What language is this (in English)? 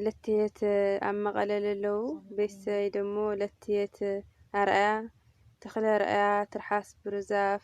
Tigrinya